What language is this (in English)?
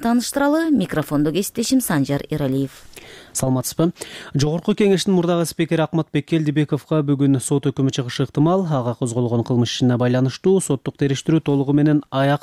Kyrgyz